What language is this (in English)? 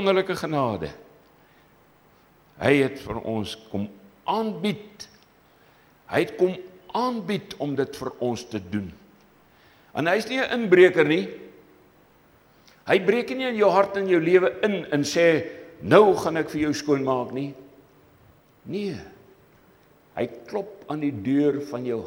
Afrikaans